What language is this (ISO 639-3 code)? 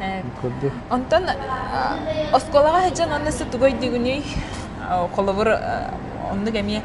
sah